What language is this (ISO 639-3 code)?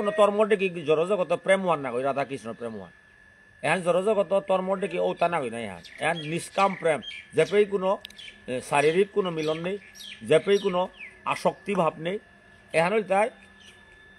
bpy